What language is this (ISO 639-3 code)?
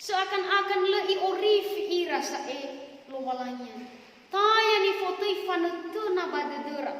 nia